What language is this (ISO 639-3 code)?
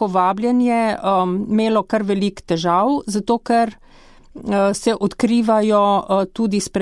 slv